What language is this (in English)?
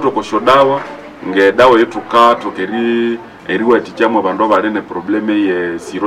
Nande